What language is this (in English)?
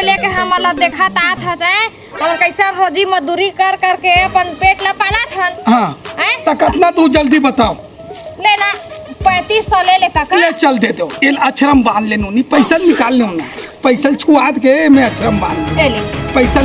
Chhattisgarhi